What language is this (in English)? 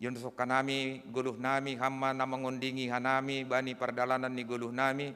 Batak Simalungun